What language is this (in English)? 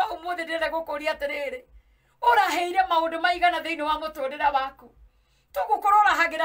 Kikuyu